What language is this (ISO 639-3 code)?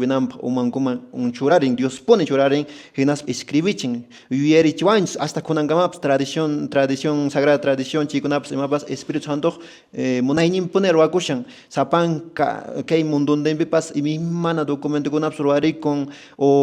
que